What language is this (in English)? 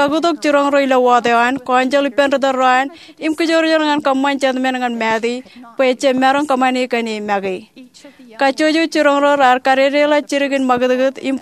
Marshallese